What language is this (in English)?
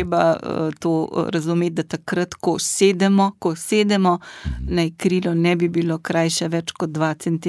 Slovenian